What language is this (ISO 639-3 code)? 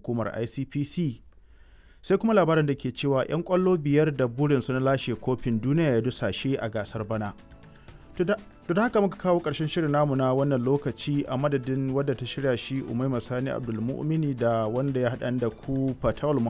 hau